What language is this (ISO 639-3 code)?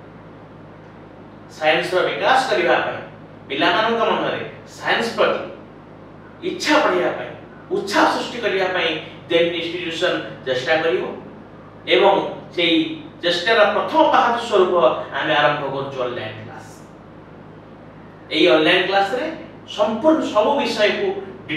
ori